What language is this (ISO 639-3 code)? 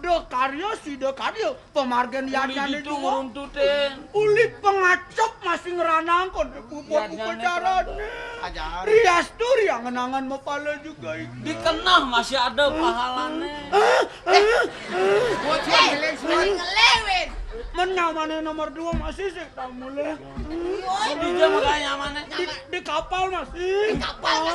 ban